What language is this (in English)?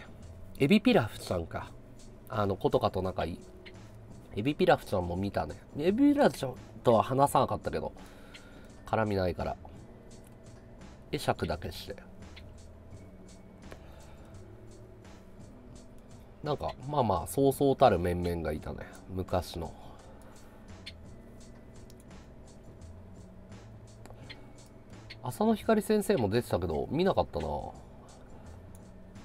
Japanese